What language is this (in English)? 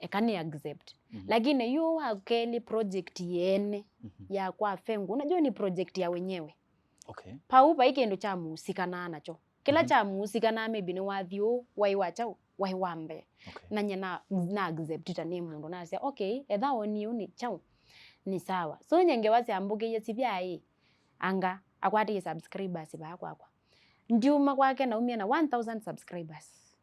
Kamba